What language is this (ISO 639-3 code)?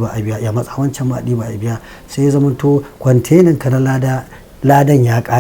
hau